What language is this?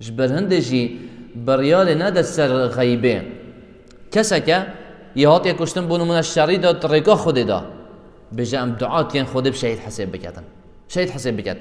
Kurdish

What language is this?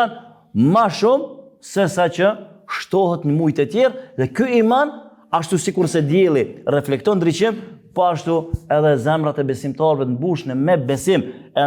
Albanian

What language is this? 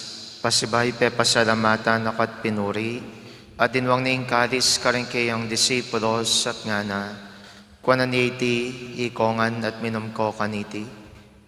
Pampanga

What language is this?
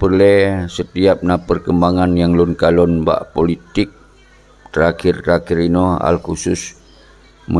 Achinese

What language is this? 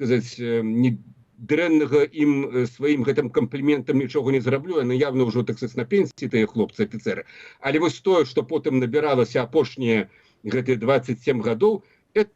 Belarusian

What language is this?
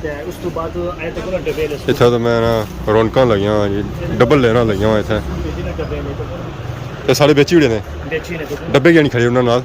Pahari-Potwari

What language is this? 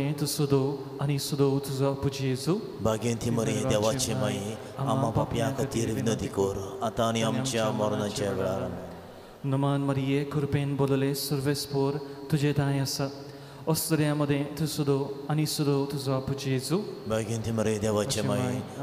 Konkani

